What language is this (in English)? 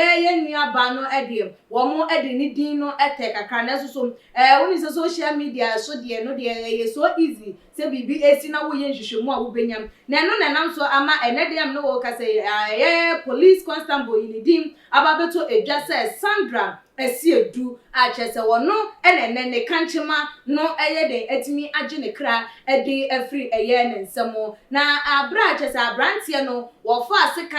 Akan